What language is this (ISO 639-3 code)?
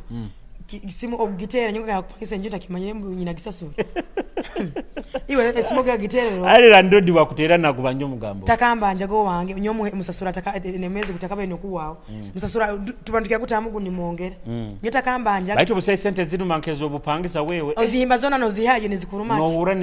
nyo